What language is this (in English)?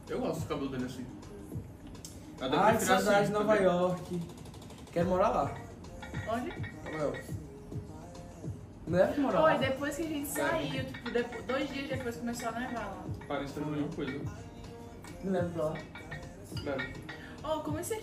Portuguese